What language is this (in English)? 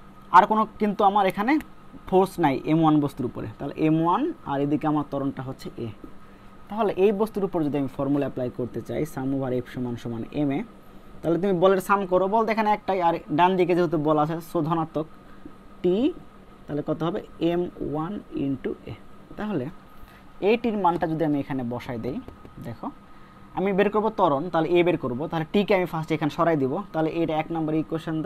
Bangla